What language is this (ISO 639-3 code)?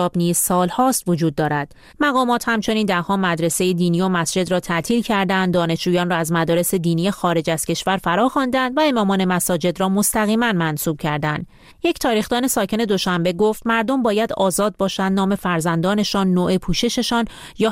fas